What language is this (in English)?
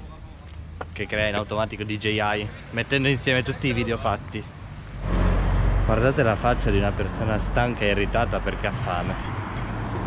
Italian